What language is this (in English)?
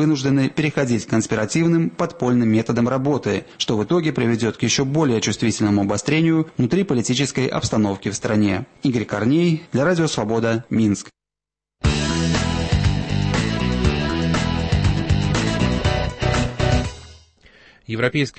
Russian